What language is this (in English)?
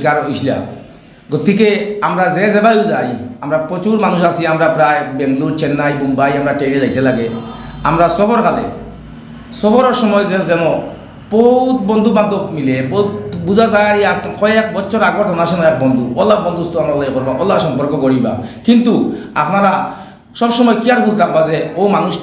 Sylheti